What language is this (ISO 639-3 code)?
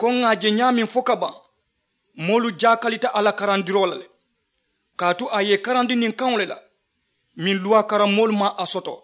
man